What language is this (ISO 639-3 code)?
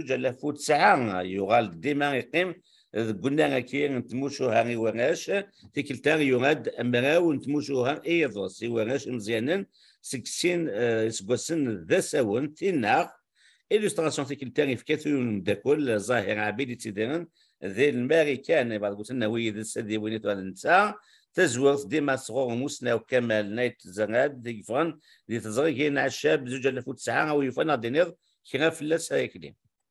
kab